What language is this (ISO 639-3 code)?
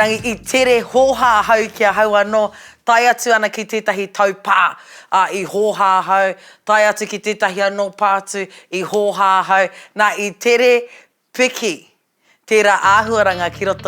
mri